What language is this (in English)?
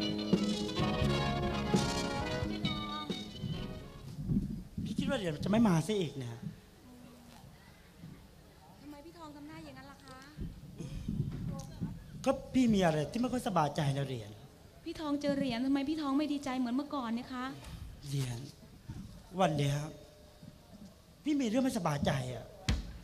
Thai